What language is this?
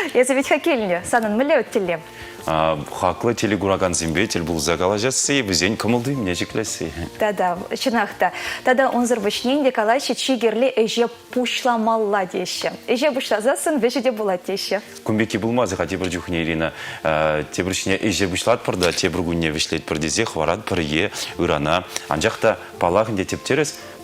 Chuvash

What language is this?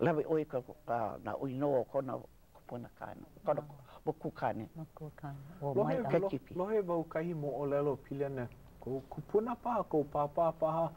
Hawaiian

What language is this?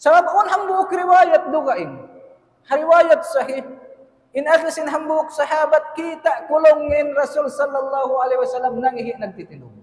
Tausug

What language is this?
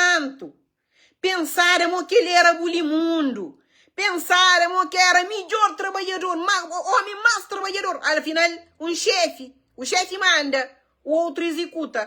Kabuverdianu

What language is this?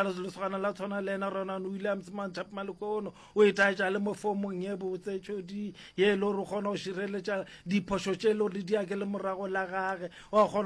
Northern Sotho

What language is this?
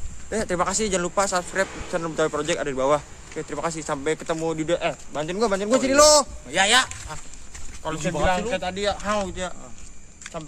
Betawi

